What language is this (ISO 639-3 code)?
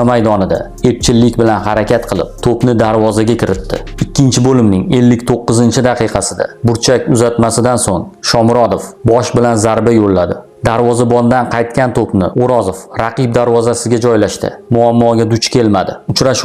uzb